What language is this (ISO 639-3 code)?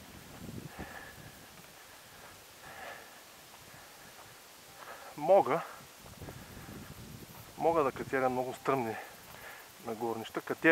bul